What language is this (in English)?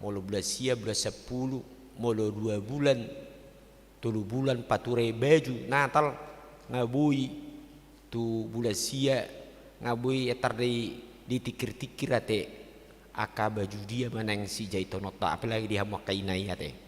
Batak Toba